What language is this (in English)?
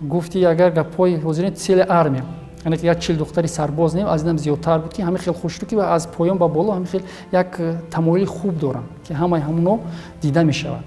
Tajik